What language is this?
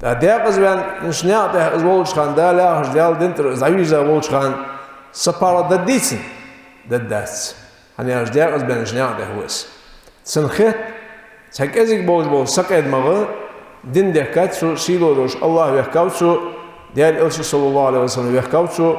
Ingush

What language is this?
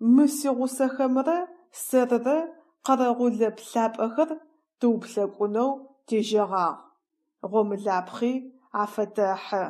Adyghe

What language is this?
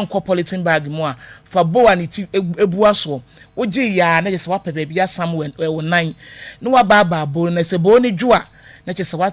Akan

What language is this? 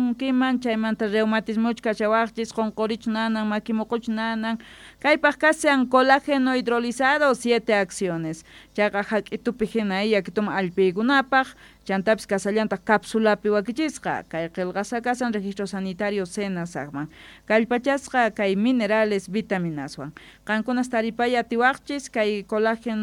Quechua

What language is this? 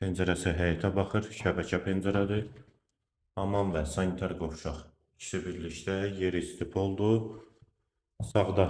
Azerbaijani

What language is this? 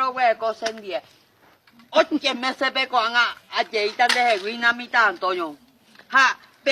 Guarani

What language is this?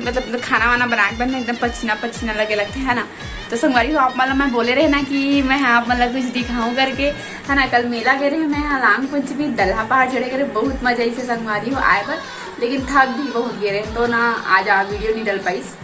Chhattisgarhi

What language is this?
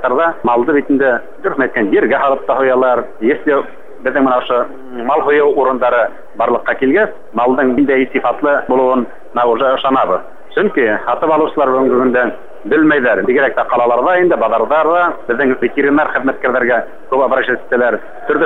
Bashkir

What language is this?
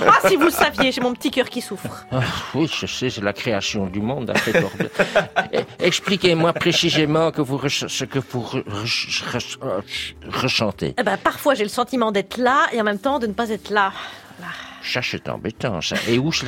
French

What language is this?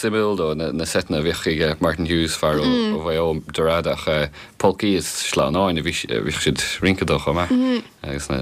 Irish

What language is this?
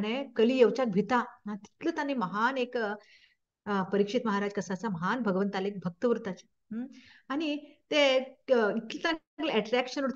Konkani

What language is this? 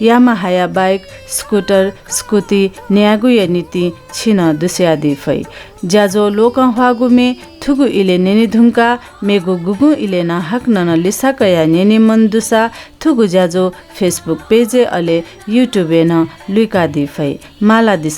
Newari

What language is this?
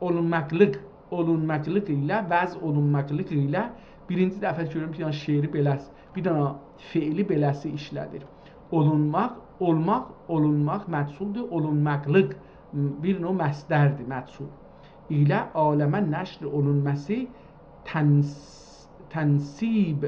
South Azerbaijani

